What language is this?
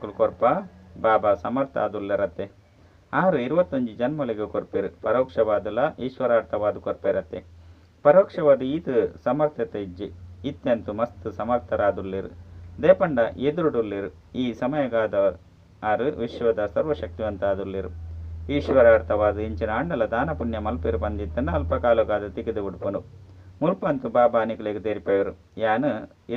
Tulu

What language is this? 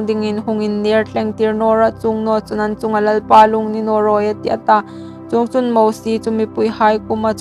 Hmar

